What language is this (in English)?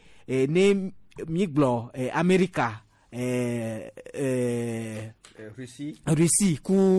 Gen